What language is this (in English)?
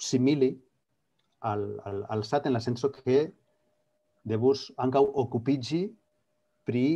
Esperanto